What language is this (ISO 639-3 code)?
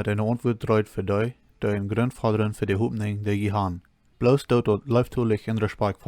pdt